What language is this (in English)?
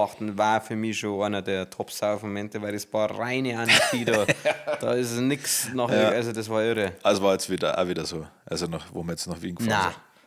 Bavarian